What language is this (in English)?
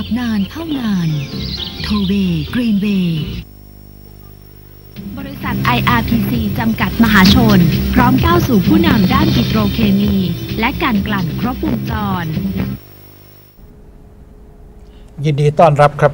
Thai